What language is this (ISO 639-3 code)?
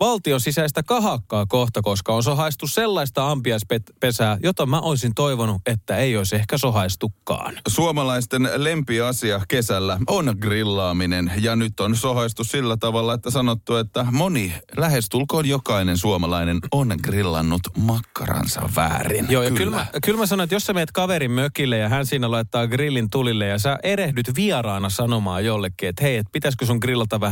fin